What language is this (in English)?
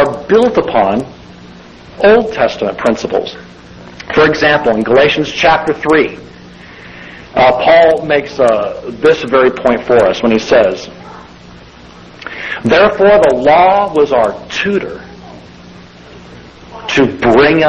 English